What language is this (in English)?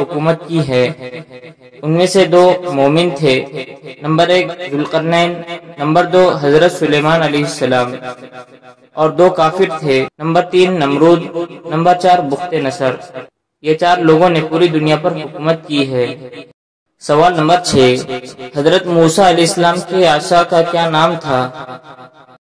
Urdu